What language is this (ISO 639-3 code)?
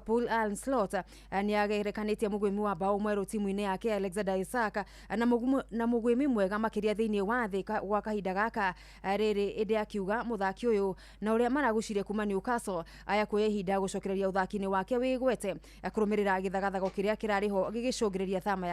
kik